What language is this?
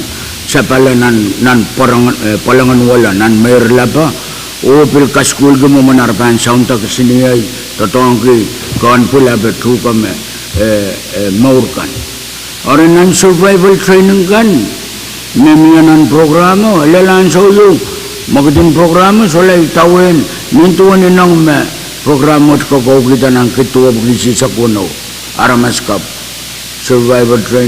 Pohnpeian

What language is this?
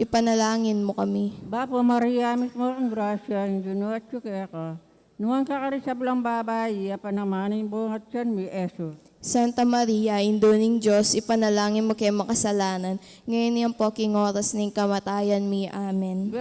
Pampanga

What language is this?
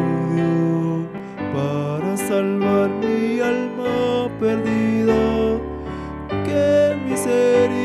Aymara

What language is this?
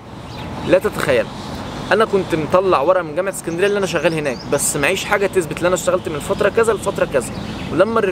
Egyptian Arabic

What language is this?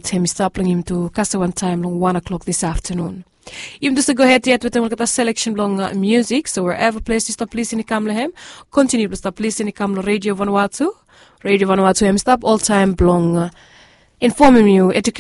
Bislama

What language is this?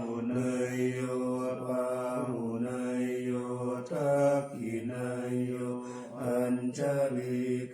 Pali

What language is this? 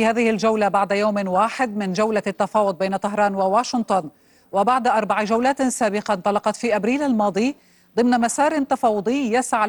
Arabic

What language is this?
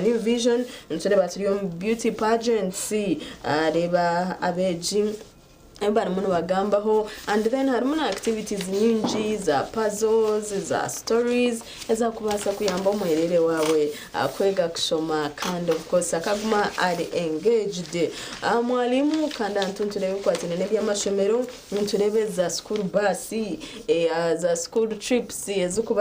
Nyankole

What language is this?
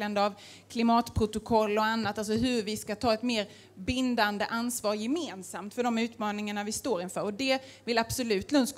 Swedish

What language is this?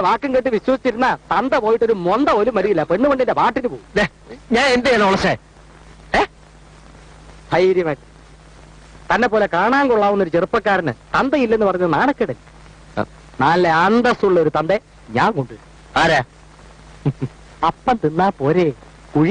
Malayalam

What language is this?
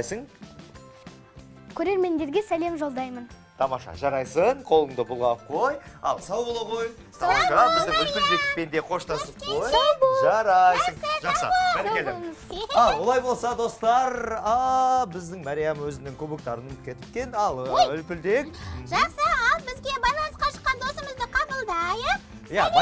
Kazakh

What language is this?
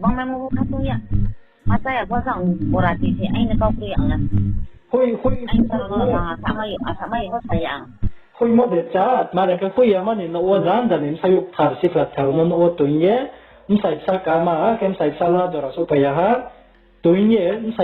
Riang (India)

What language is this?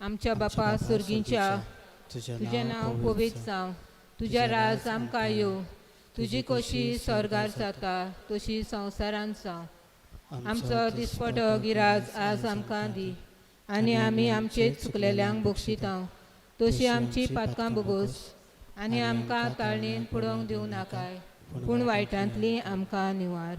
Konkani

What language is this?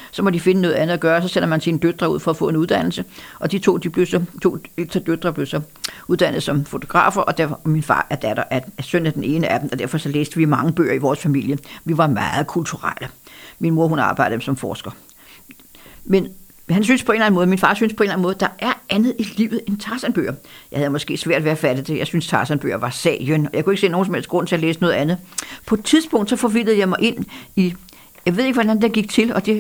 Danish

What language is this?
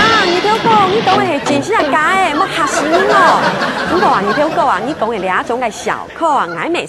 Hakka Chinese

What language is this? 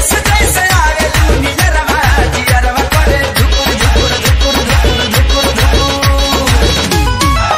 Bhojpuri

